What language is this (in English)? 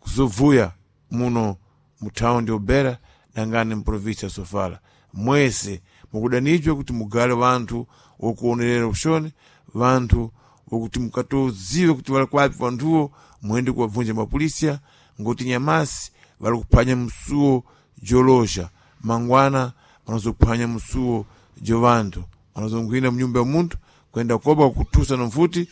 Sena